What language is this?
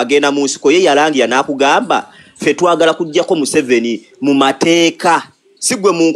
Ganda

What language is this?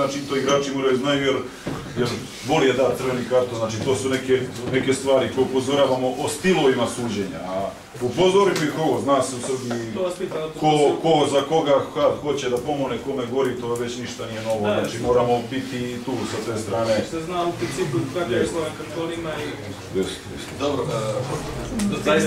Serbian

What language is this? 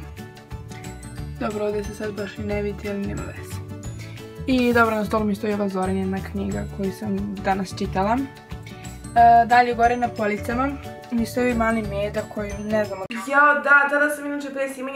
Serbian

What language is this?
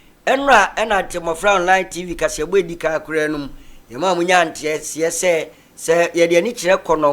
Akan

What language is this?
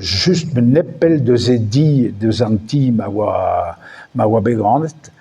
Breton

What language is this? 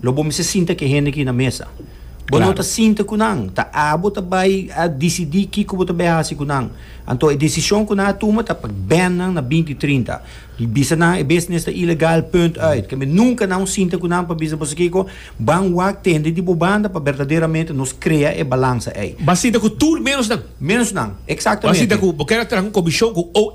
Papiamento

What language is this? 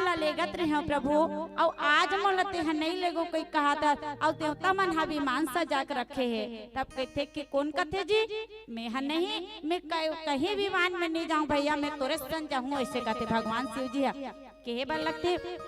Chhattisgarhi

